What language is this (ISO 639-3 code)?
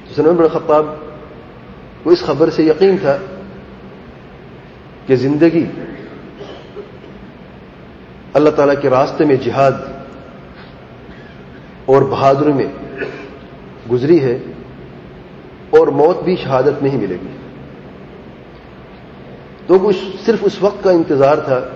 urd